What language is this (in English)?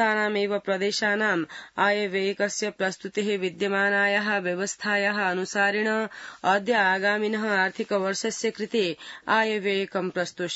Sanskrit